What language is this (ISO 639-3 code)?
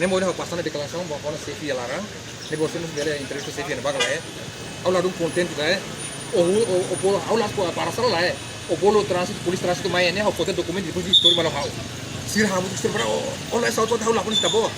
tet